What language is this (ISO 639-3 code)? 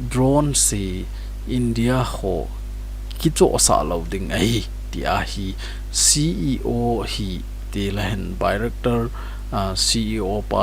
tcz